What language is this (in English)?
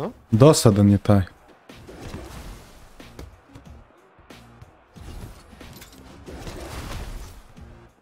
Serbian